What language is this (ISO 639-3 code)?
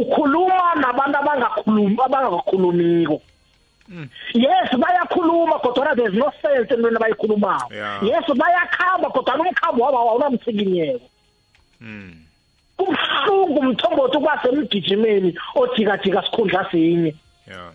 nbl